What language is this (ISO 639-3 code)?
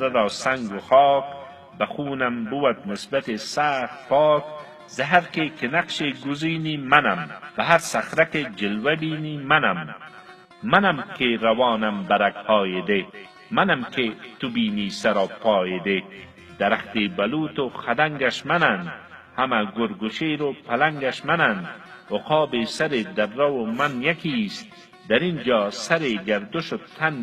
fas